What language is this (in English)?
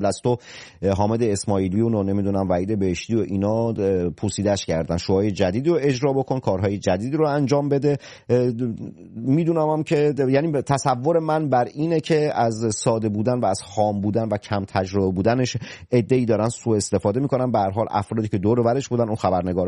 Persian